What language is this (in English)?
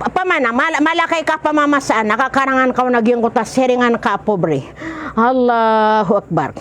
Maranao